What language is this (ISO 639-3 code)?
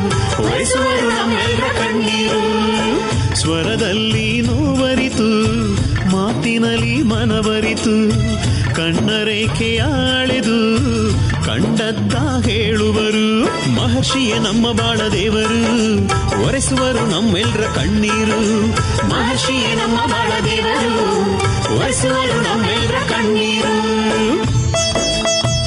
kan